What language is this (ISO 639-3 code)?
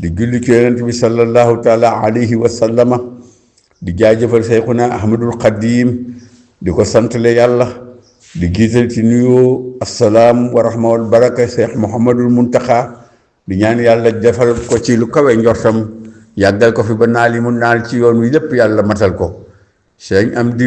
wol